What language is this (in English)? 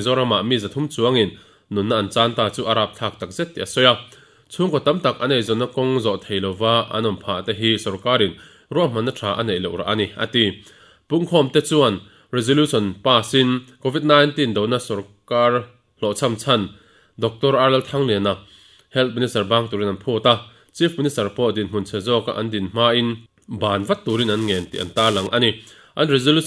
Mizo